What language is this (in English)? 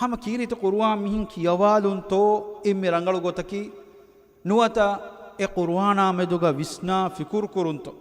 Divehi